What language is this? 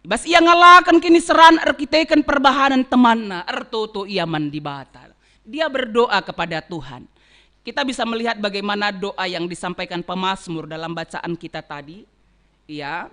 Batak Karo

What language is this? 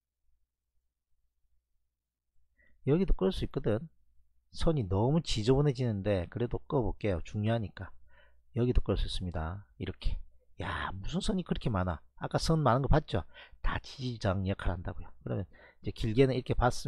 Korean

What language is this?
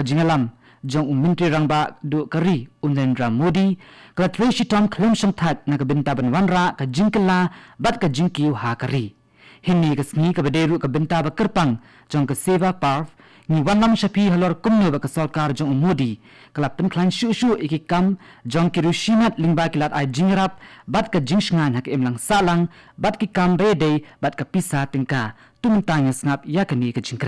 Khasi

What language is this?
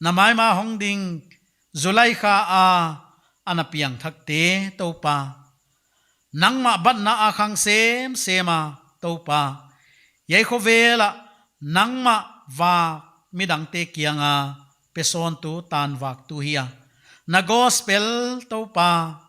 Paite Chin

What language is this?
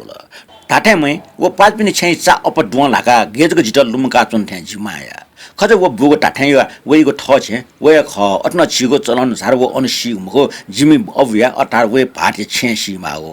Newari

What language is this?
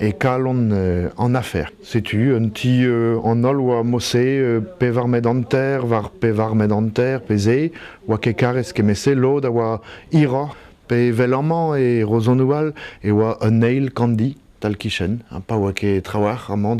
Breton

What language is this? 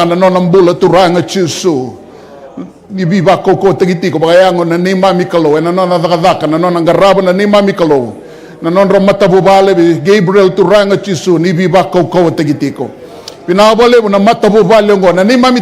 Fijian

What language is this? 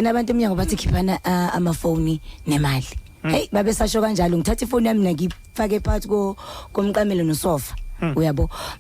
Zulu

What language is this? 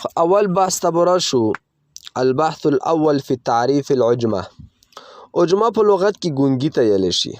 Pashto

